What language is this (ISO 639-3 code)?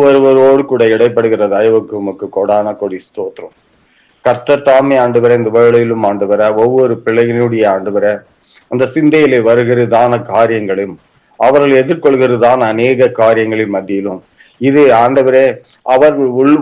tam